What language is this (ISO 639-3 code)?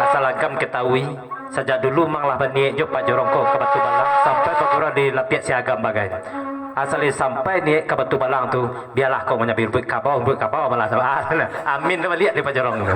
min